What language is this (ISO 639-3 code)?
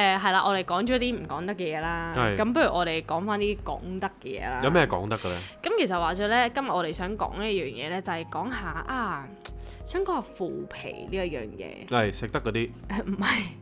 yue